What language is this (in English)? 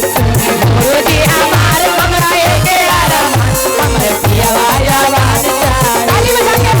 Magahi